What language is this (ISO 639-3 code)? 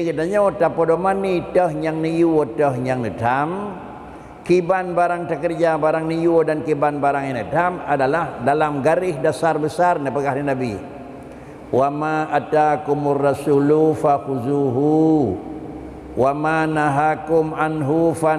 ace